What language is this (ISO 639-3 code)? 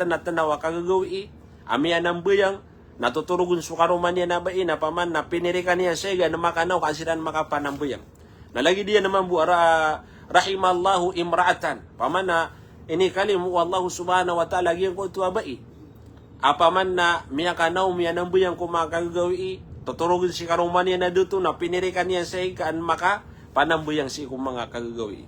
mrw